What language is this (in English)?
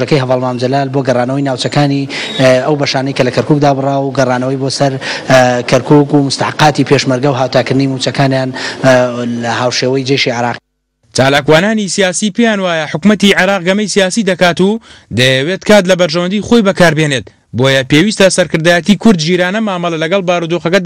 Central Kurdish